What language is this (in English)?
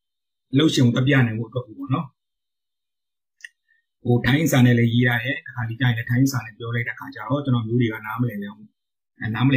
Burmese